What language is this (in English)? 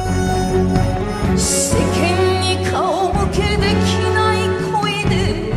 Japanese